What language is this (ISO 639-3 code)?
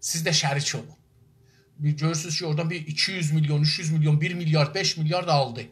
azb